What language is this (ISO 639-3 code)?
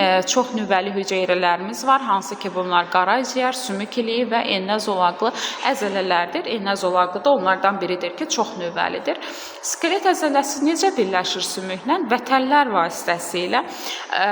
aze